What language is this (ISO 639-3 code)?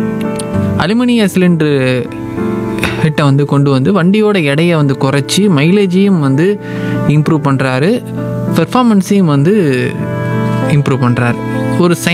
tam